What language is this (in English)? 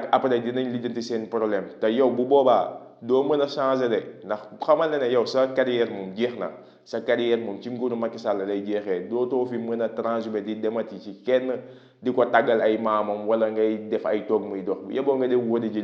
Wolof